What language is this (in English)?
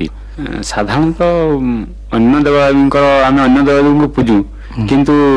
Odia